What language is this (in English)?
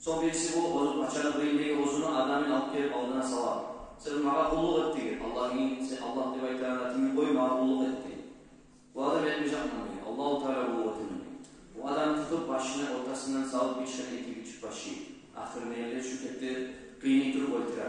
Kumyk